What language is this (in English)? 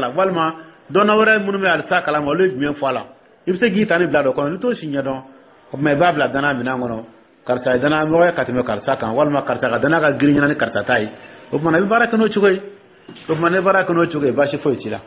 Dyula